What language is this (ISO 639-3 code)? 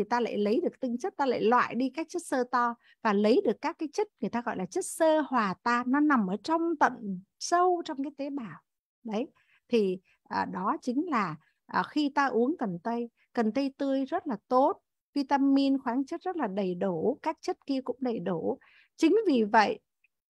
vie